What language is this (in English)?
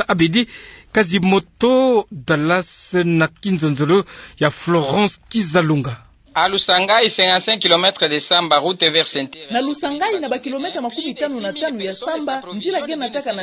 Kituba (Democratic Republic of Congo)